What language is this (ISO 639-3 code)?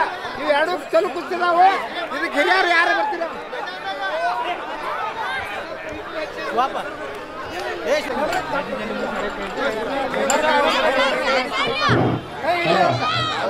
kan